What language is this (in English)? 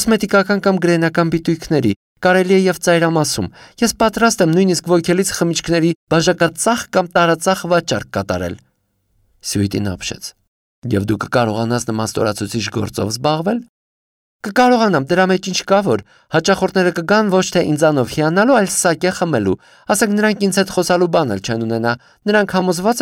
Armenian